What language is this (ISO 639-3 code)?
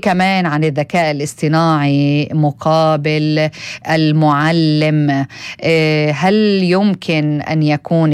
apc